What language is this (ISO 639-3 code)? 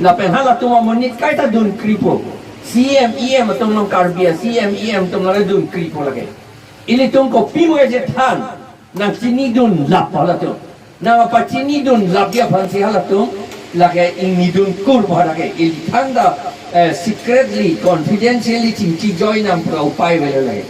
mjw